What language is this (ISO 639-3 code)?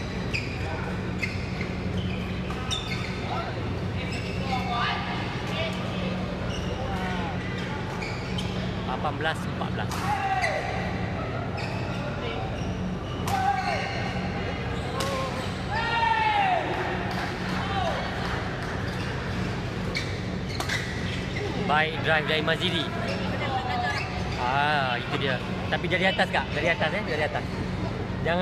msa